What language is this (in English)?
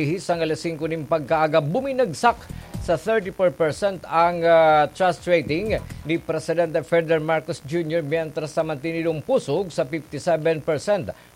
Bikol